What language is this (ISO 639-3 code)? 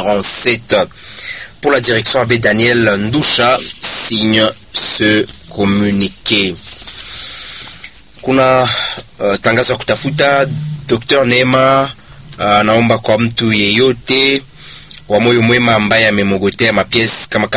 swa